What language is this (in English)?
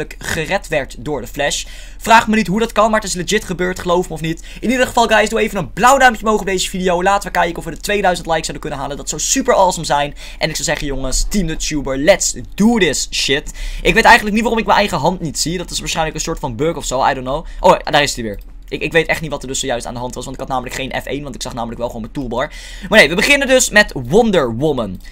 Dutch